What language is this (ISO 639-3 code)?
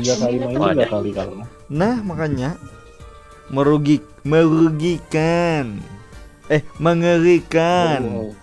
bjn